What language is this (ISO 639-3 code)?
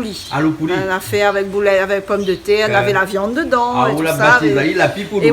rcf